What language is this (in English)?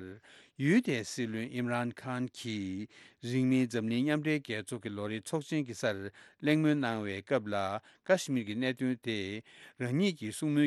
Tibetan